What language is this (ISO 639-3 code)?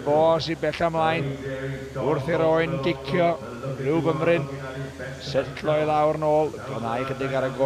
cym